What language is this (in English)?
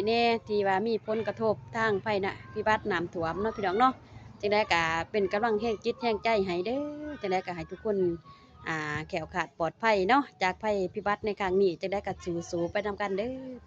Lao